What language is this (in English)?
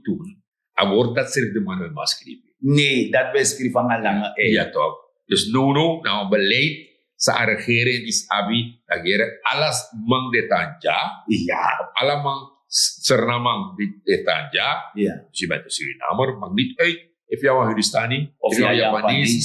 Sranan Tongo